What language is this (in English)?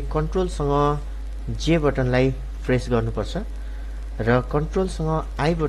Nepali